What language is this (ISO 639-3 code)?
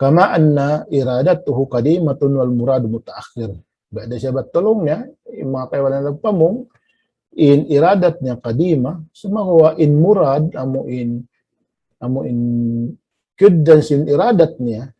tsg